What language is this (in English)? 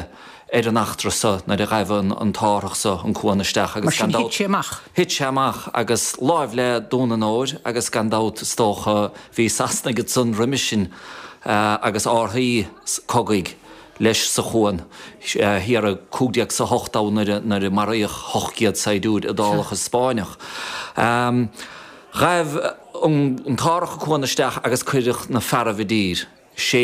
Irish